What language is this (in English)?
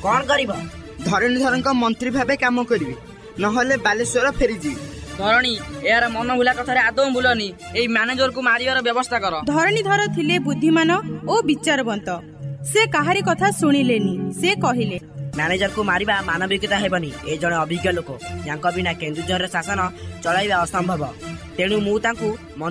Odia